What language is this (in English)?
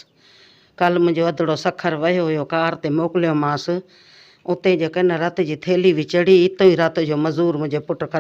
Sindhi